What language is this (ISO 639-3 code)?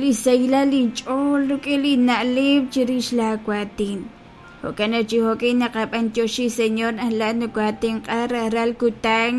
kek